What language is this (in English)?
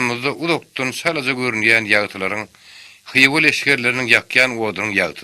Turkmen